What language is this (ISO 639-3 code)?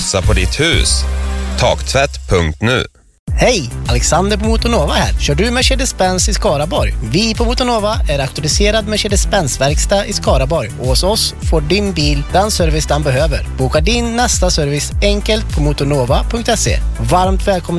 swe